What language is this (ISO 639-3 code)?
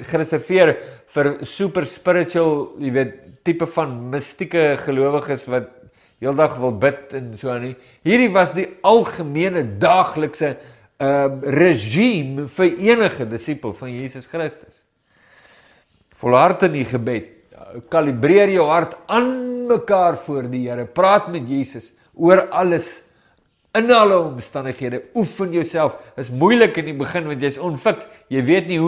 afr